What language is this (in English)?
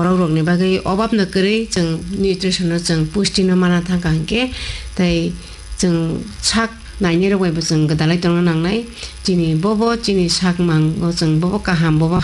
Kok Borok